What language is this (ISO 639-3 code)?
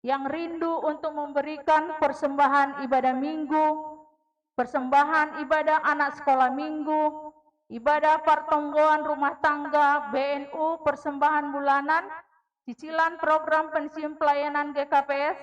bts